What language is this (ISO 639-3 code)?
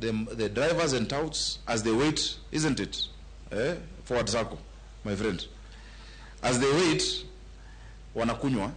luo